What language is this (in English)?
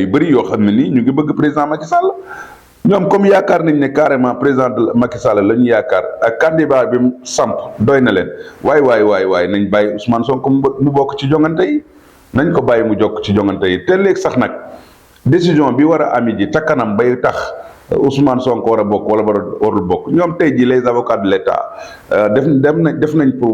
Wolof